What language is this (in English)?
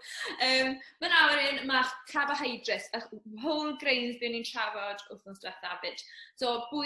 Welsh